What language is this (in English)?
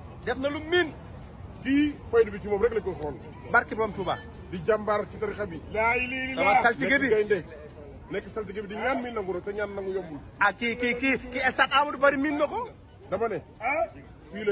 Wolof